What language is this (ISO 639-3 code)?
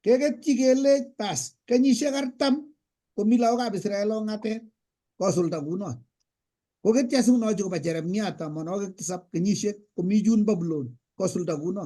kln